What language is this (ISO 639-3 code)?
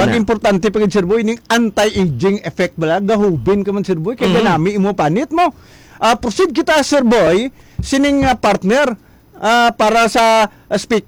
hil